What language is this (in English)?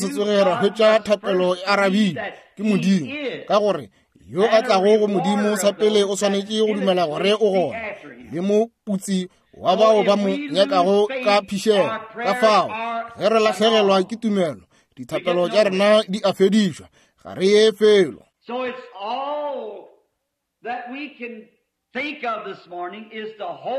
Northern Sotho